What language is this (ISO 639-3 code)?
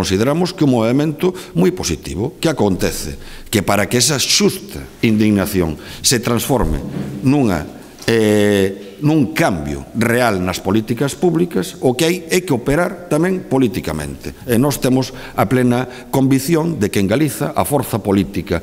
glg